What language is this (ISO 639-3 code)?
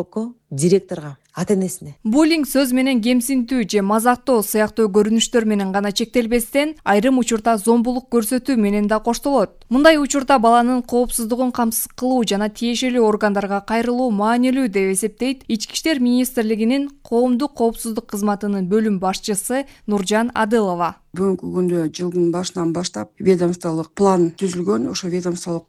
kir